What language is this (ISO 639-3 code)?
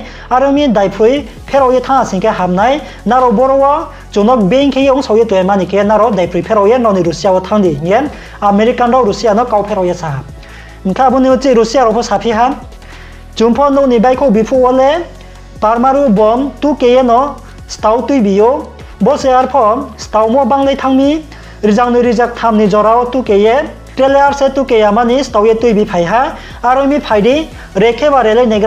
ria